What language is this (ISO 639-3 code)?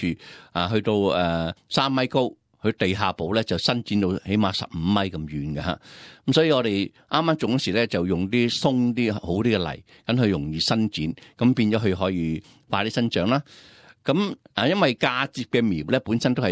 yue